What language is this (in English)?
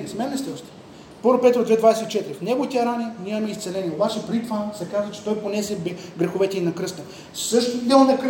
Bulgarian